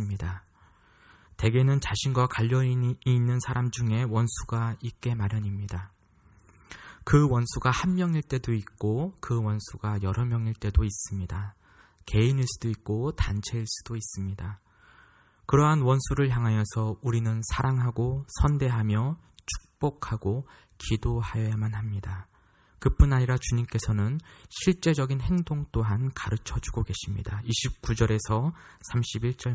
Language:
Korean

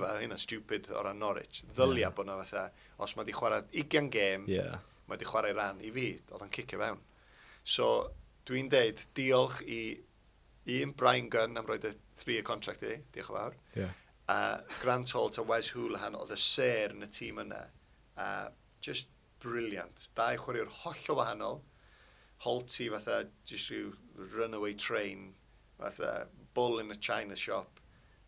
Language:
Welsh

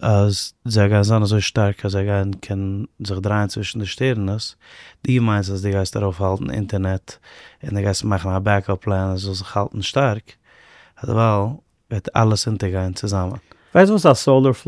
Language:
Yiddish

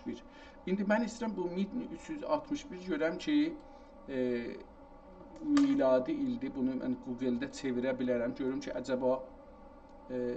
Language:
South Azerbaijani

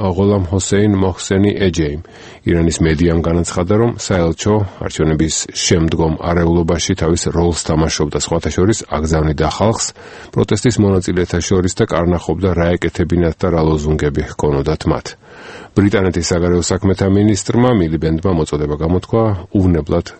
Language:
Georgian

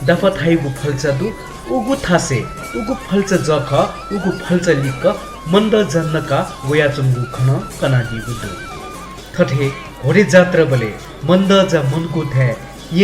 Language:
Newari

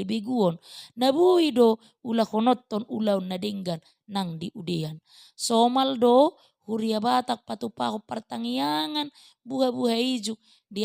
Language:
Batak Toba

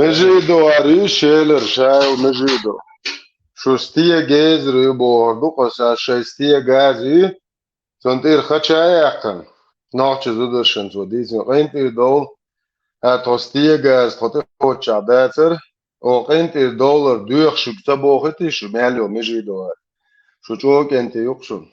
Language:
Chechen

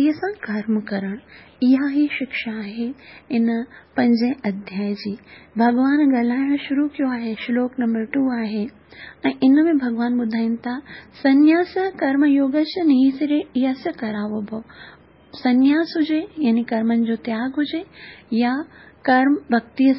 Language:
Sindhi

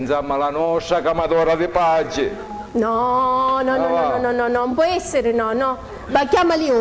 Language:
Sicilian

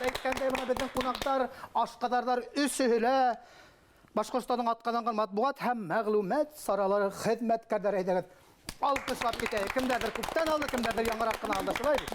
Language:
Bashkir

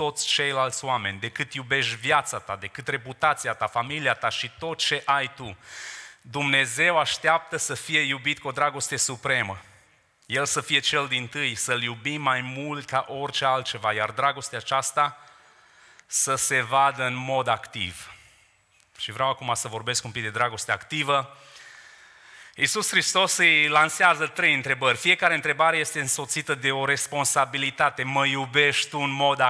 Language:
Romanian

